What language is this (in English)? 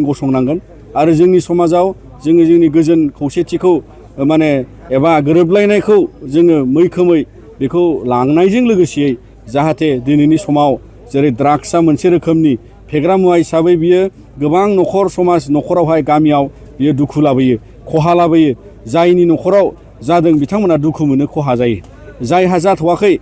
Bodo